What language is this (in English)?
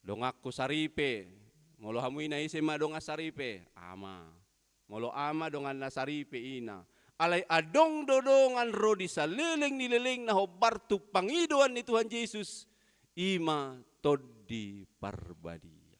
Batak Toba